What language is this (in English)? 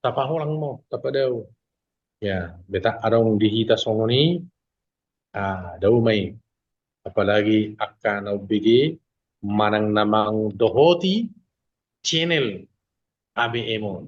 Batak Toba